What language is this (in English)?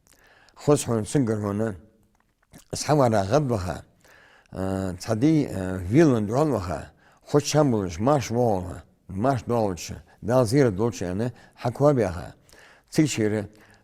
Ingush